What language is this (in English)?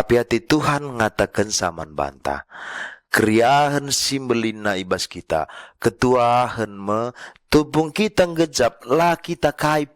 Batak Karo